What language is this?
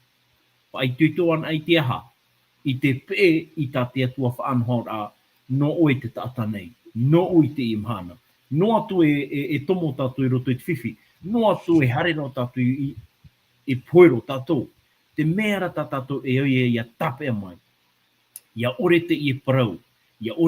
Tahitian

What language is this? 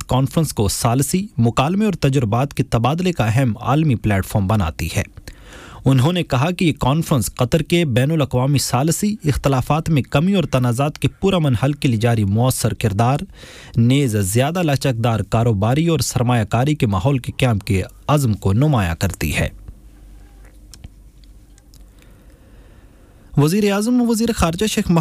Urdu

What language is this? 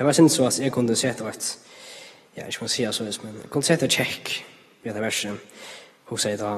Faroese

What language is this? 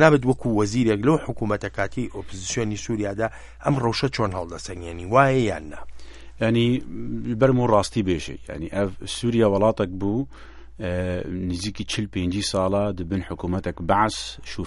Central Kurdish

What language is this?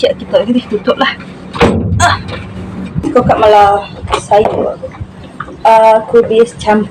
Iban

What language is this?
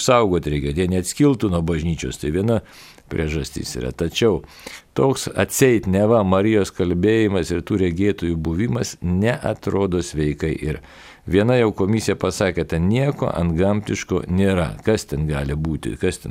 Lithuanian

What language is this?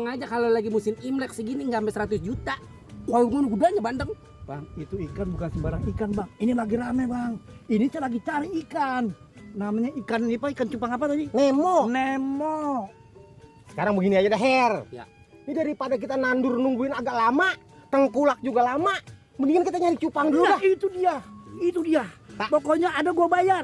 Betawi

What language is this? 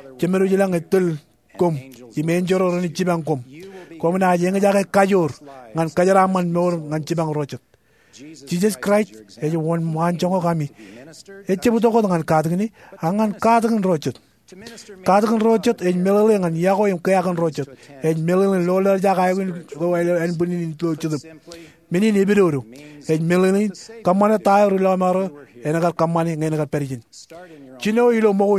Marshallese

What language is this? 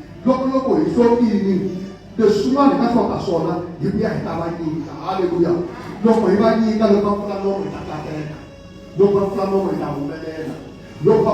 Tsonga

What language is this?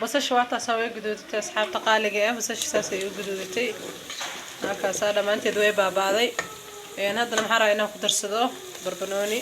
Somali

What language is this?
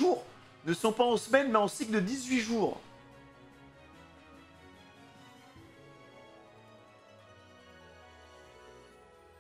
French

